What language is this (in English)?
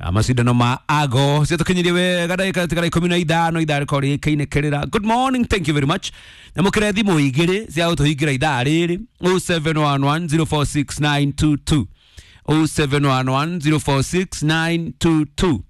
Kikuyu